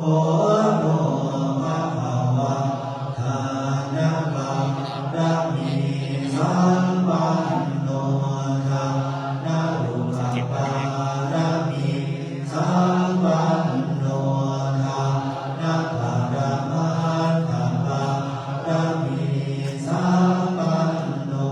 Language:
Pali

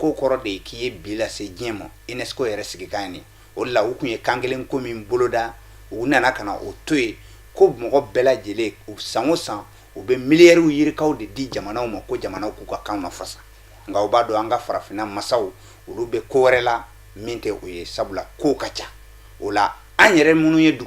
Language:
Bambara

